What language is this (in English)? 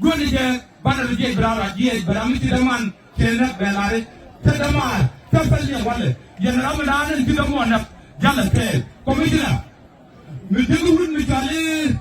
Nuer